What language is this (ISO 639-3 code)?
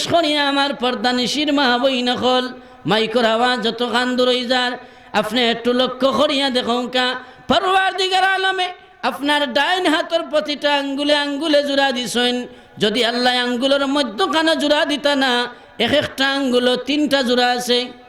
syl